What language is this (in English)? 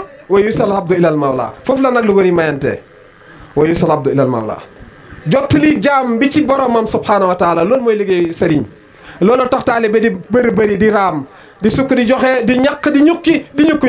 Wolof